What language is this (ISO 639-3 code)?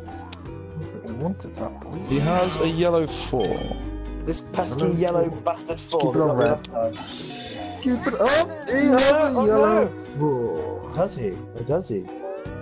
eng